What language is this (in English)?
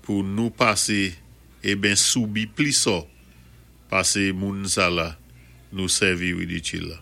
Saint Lucian Creole French